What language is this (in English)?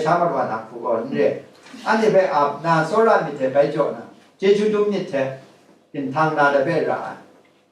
Kachin